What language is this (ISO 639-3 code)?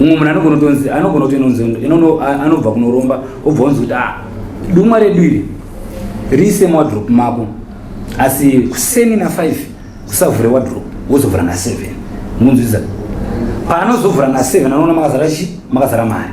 sna